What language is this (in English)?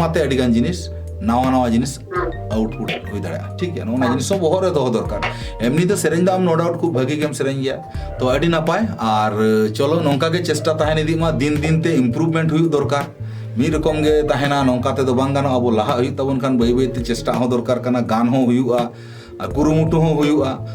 Santali